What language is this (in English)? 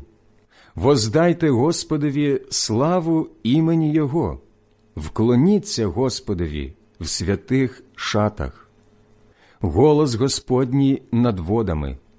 Ukrainian